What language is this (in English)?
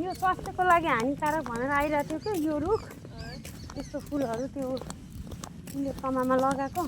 Nepali